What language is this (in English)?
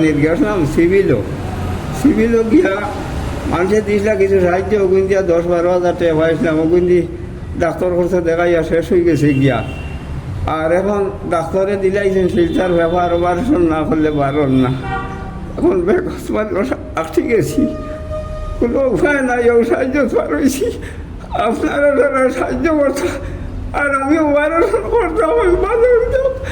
Sylheti